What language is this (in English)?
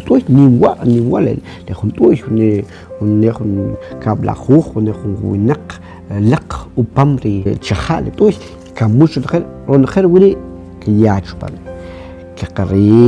Kʼicheʼ